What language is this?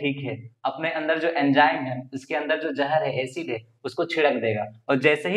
Hindi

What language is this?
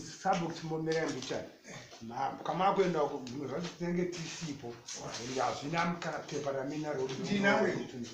Shona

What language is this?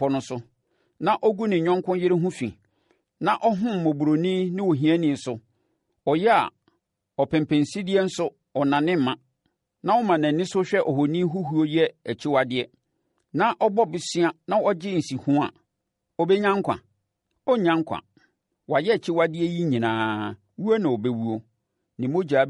Akan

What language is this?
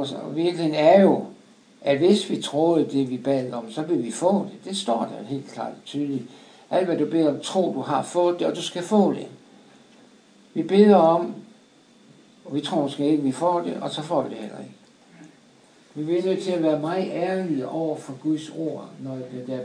Danish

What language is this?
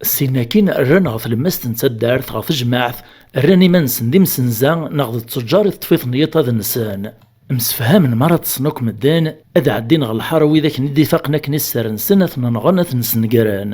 Kabyle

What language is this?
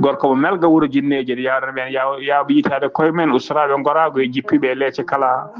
Fula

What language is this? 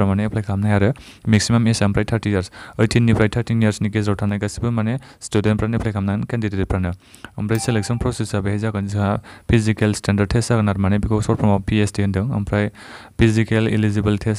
Bodo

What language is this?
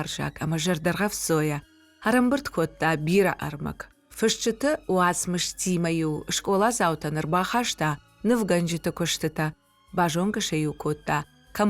Ossetic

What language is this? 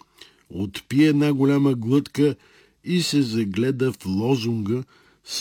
Bulgarian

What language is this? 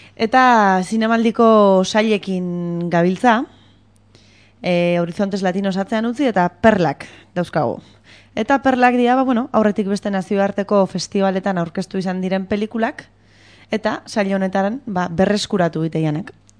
Basque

